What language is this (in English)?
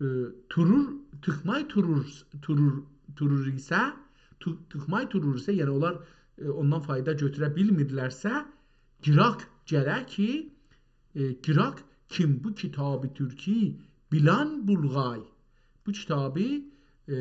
South Azerbaijani